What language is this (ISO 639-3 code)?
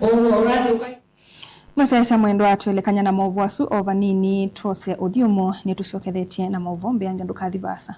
kam